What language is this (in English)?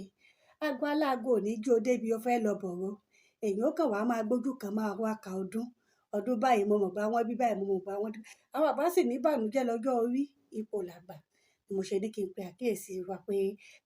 Yoruba